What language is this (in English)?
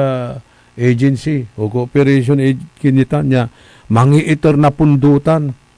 Pangasinan